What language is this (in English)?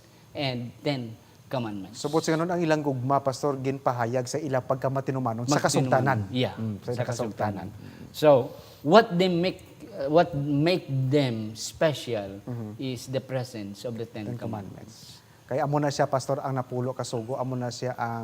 Hiligaynon